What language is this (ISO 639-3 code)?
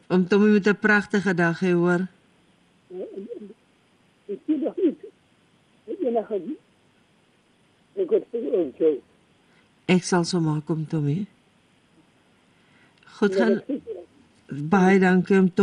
afr